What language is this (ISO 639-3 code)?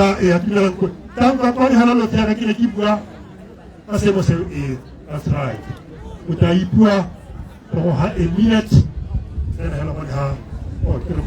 tsn